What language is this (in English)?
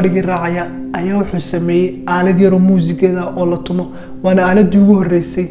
Somali